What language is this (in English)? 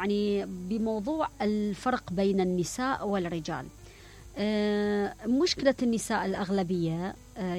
Mesopotamian Arabic